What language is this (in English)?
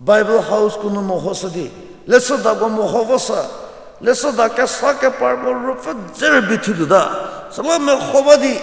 Angami Naga